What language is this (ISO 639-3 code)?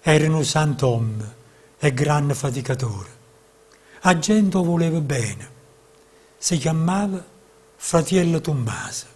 nap